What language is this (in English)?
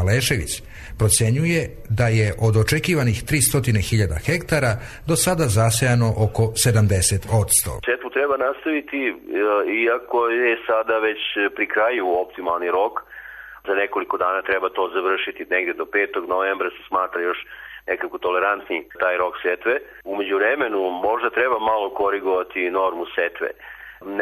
Serbian